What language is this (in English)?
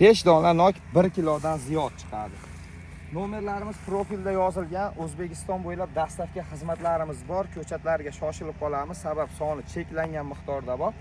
Uzbek